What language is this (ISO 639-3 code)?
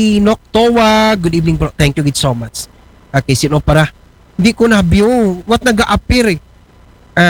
akl